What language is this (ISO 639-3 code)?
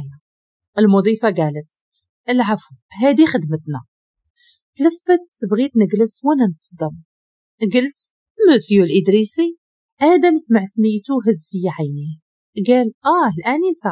ary